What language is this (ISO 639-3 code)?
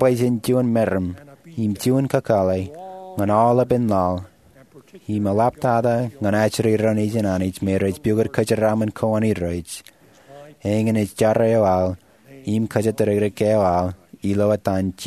mah